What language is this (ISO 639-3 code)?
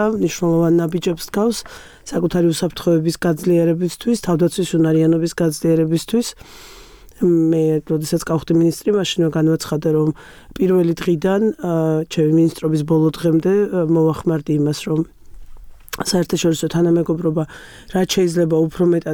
kat